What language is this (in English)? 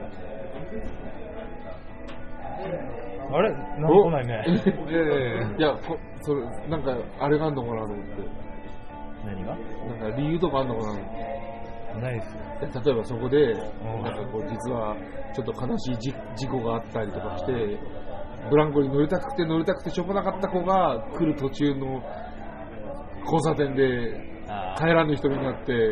Japanese